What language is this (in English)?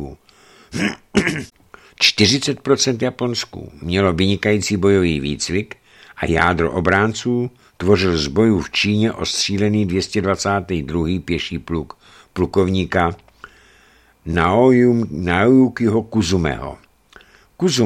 Czech